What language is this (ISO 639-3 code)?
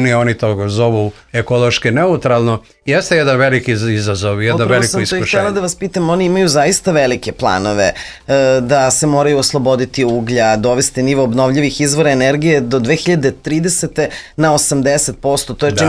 srp